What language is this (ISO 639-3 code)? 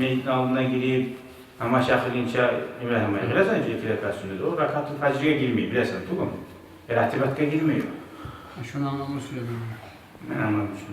kum